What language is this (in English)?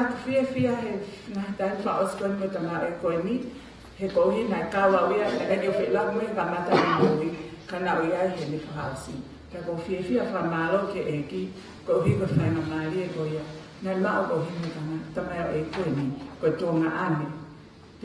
Tongan